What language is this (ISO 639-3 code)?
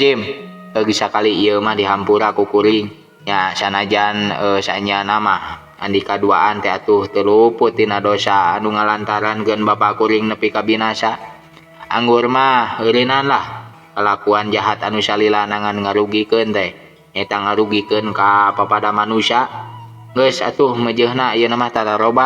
sun